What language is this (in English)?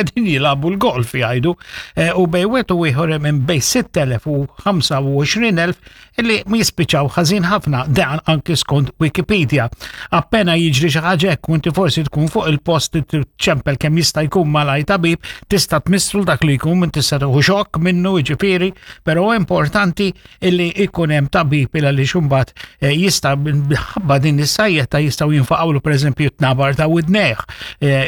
Maltese